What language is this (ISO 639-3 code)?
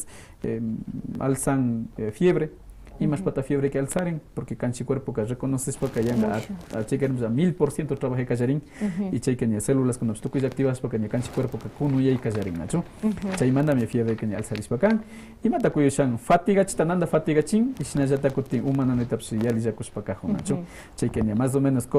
que